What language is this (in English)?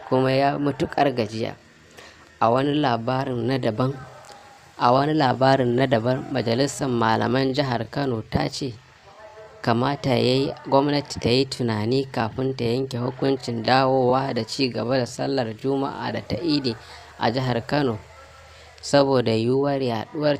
Hausa